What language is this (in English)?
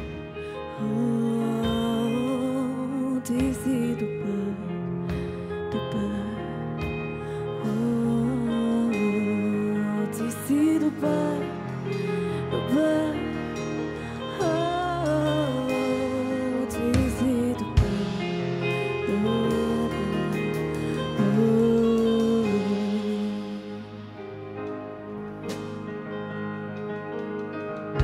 Bulgarian